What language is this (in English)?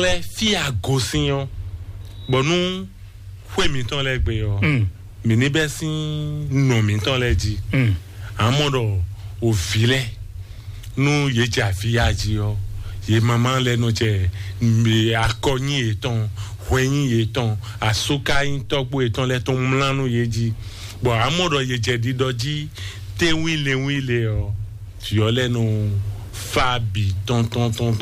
Fon